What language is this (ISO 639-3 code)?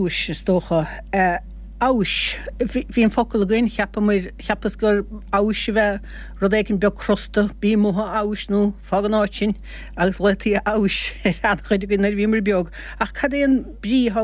gle